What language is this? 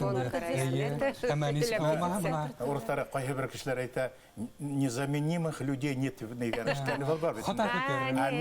Bashkir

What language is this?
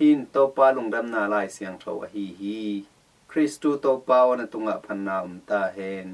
Tedim Chin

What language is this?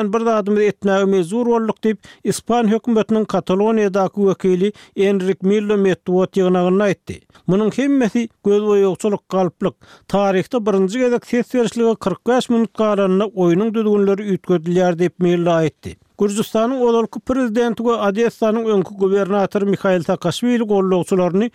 Turkmen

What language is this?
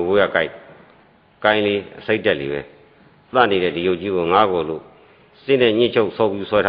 Burmese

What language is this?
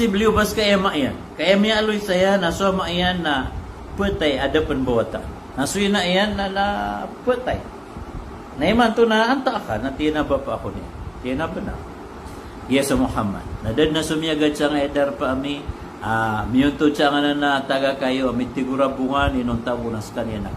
Maranao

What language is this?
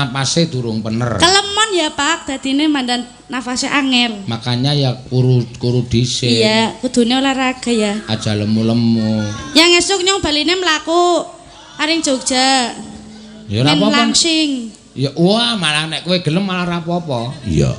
Javanese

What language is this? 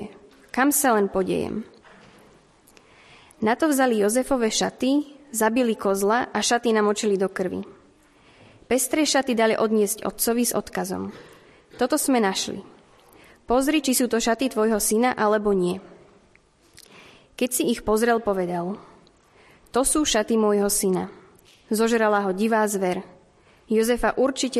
Slovak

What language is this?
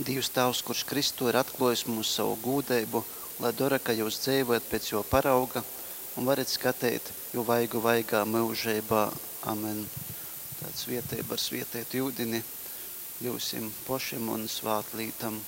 Latgalian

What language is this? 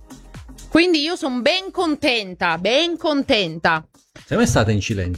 Italian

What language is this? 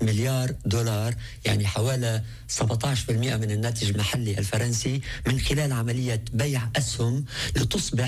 Arabic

